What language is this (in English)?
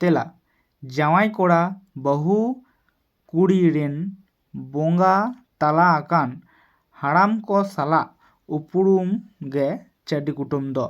Santali